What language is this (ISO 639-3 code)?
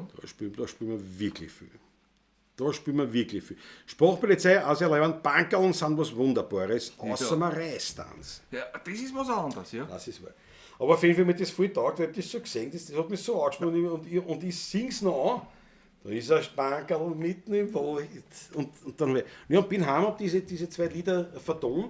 bar